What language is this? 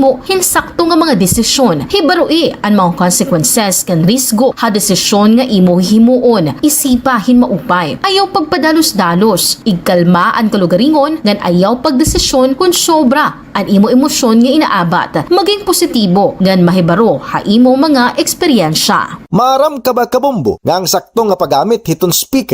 Waray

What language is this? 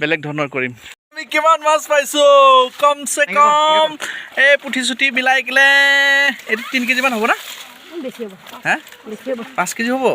Assamese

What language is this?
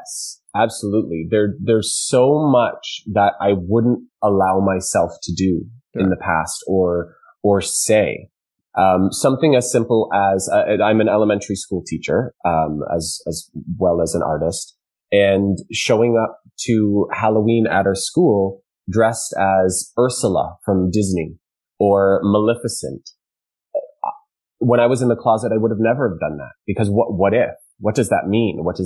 English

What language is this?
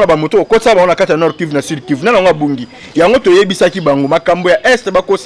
Lingala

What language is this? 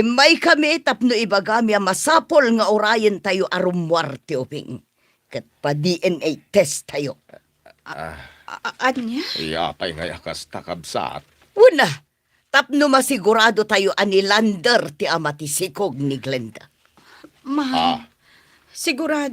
Iloko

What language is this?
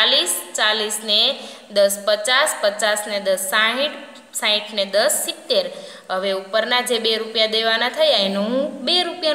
Gujarati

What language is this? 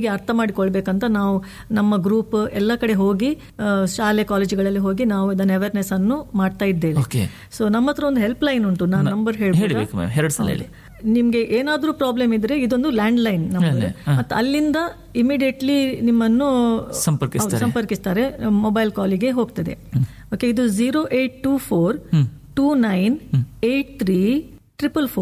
Kannada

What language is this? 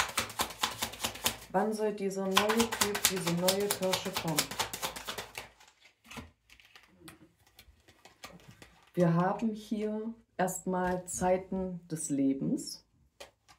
German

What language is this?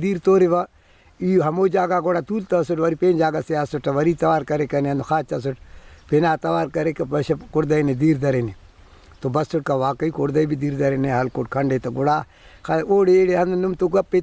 Brahui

